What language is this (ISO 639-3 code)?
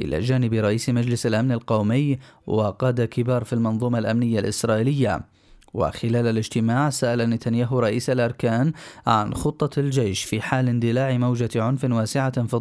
ara